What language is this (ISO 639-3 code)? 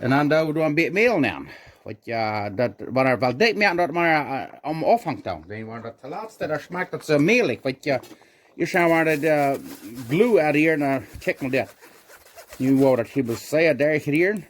pdt